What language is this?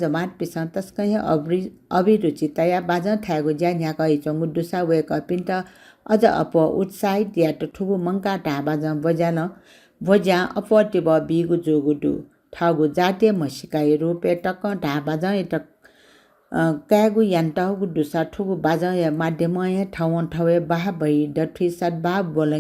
Newari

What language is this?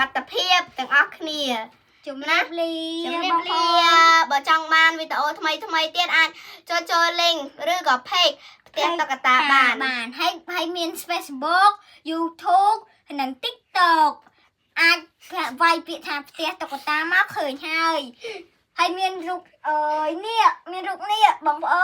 Khmer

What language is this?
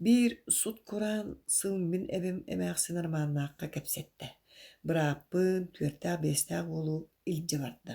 Yakut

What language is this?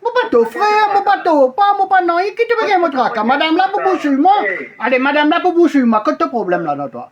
Morisyen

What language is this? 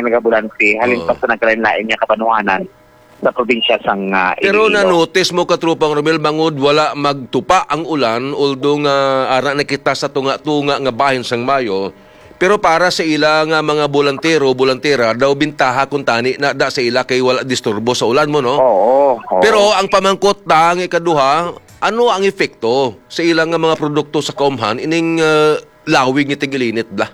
Hiligaynon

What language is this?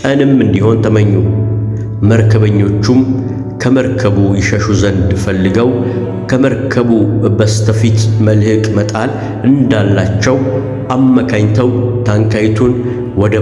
Amharic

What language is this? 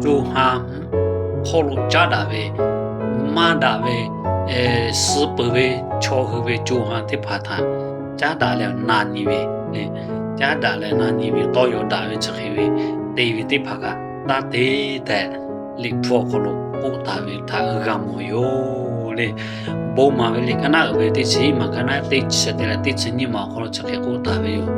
Lahu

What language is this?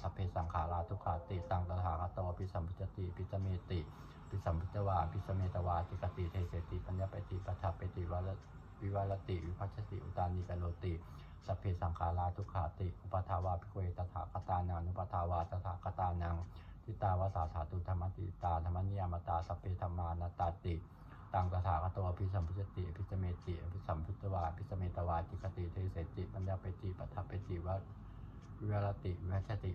Pali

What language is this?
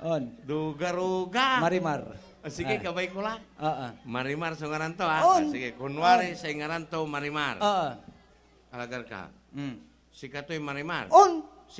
Pangasinan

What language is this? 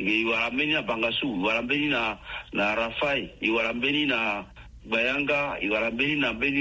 Sango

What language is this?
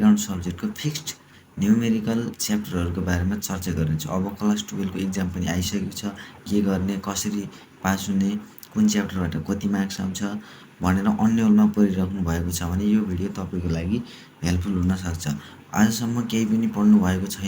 Nepali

